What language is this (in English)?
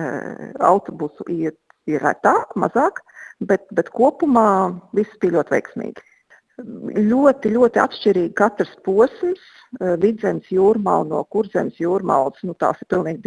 Latvian